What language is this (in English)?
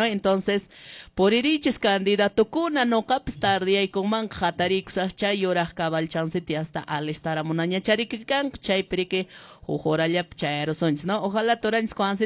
Quechua